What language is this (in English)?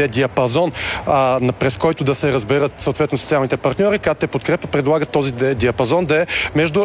Bulgarian